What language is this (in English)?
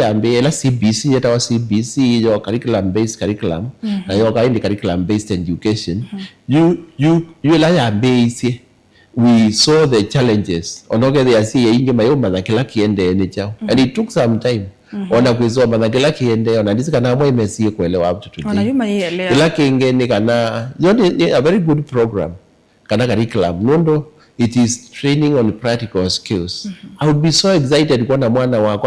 Kamba